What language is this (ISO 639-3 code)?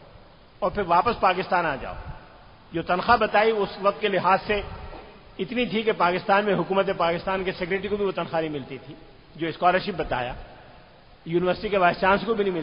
urd